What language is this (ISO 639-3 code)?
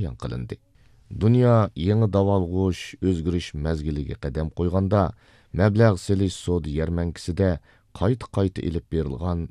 uig